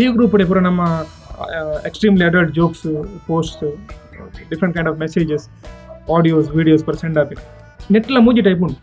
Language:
Tulu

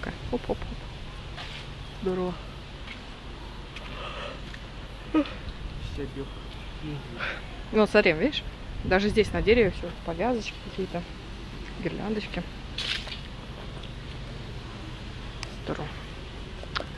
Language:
Russian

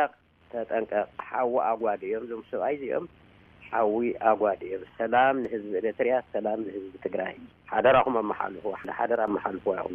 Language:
Tigrinya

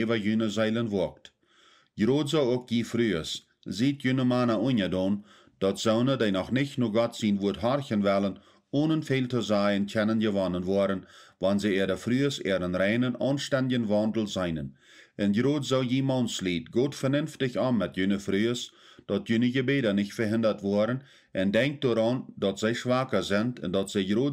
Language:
Plautdietsch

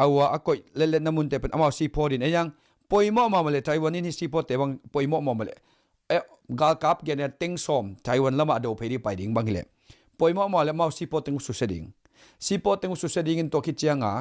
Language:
Tedim Chin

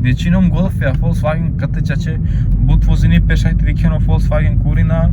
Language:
Romany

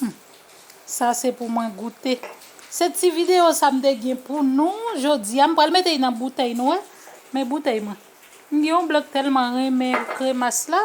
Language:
Haitian Creole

